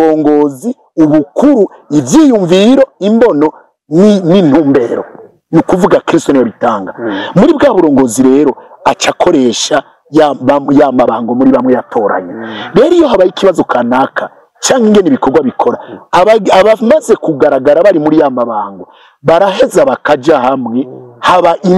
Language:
Rundi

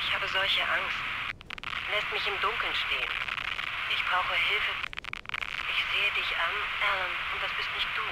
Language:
Bavarian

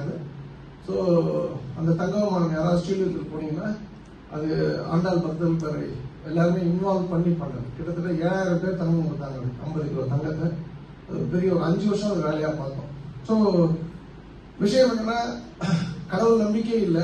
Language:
Tamil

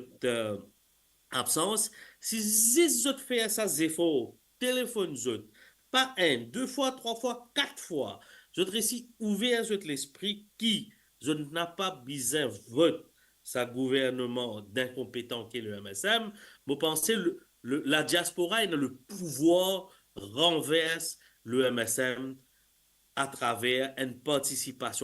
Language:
Morisyen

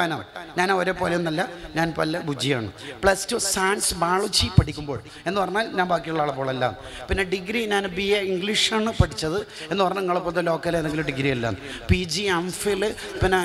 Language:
Malayalam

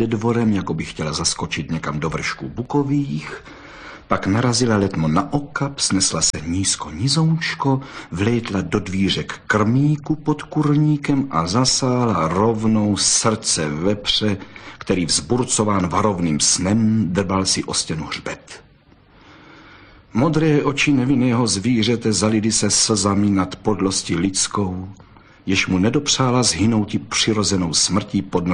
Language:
Czech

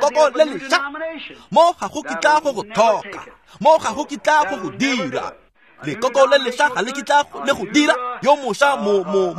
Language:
Tswana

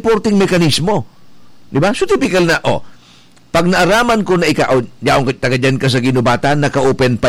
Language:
Bikol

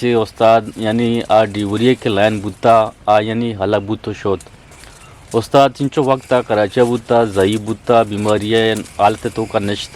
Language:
Eastern Balochi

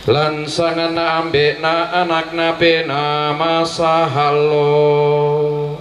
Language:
Toraja-Sa'dan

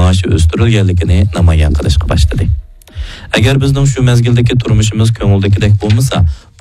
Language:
Uyghur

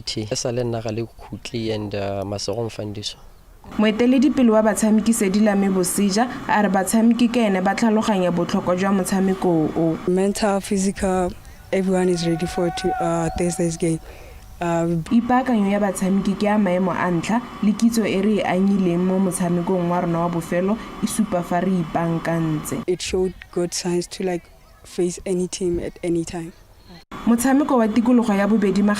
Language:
Tswana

